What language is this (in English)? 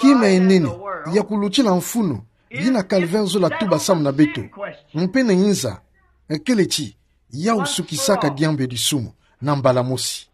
Kituba (Democratic Republic of Congo)